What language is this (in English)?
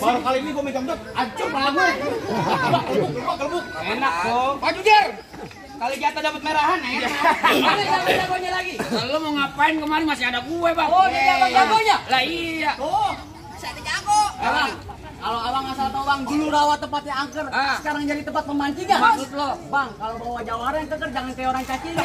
Betawi